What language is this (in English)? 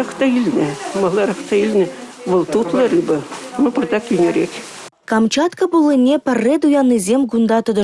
Chuvash